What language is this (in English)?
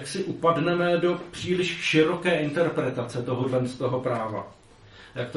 Czech